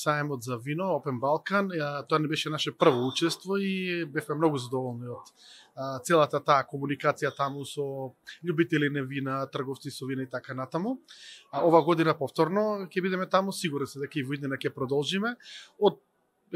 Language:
Macedonian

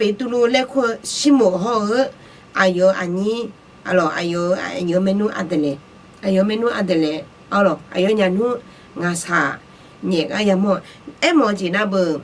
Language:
Akha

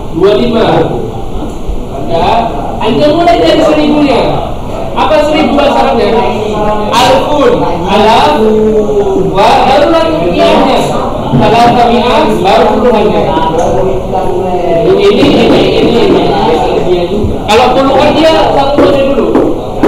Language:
Indonesian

